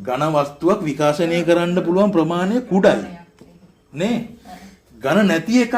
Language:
Sinhala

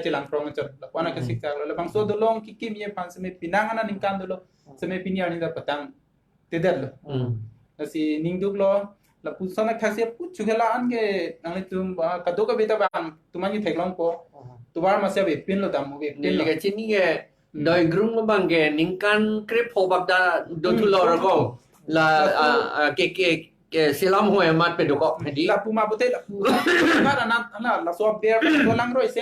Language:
Karbi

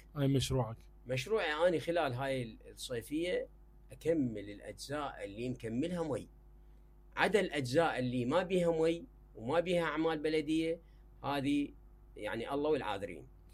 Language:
Mesopotamian Arabic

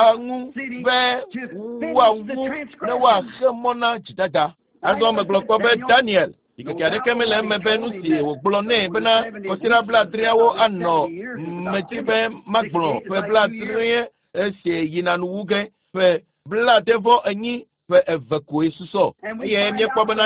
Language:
Ewe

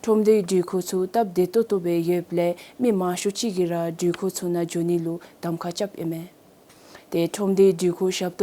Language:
Dzongkha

